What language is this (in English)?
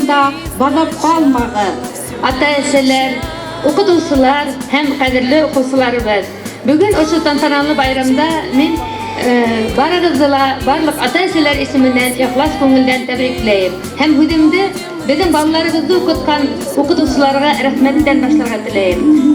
Bashkir